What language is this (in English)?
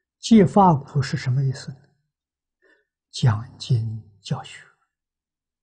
Chinese